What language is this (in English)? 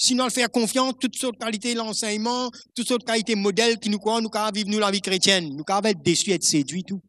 Morisyen